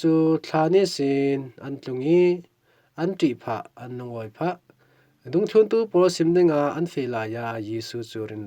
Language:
Falam Chin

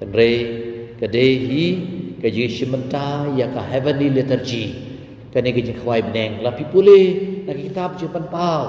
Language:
Khasi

